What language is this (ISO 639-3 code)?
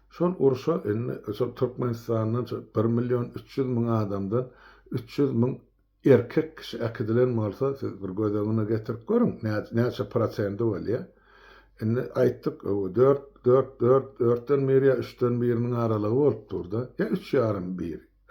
tuk